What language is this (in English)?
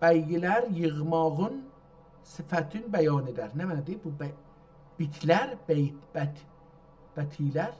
South Azerbaijani